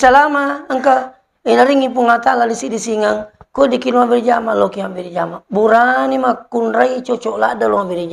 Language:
Buginese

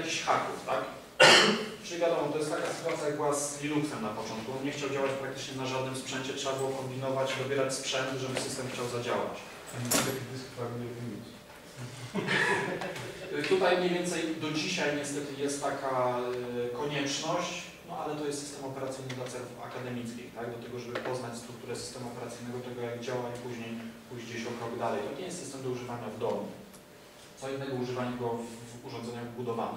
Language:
Polish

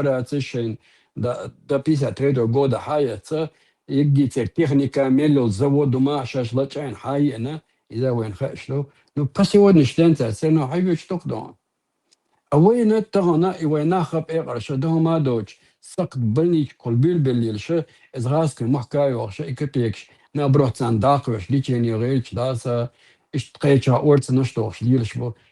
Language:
Chechen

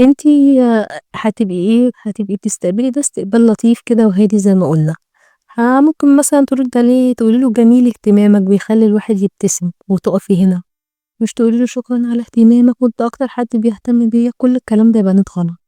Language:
Egyptian Arabic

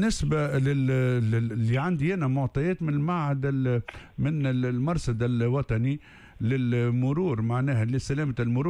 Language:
Tunisian Arabic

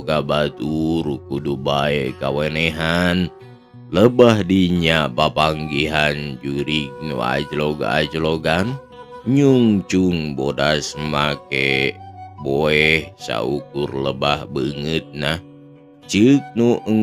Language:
Sundanese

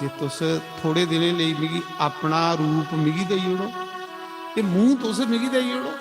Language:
Dogri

